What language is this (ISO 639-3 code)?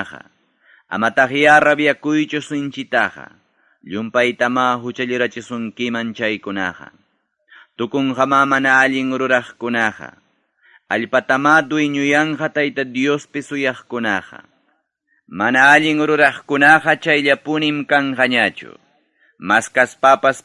quy